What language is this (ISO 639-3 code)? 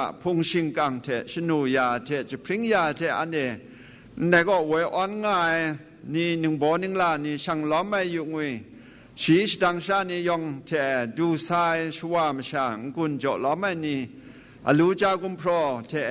kac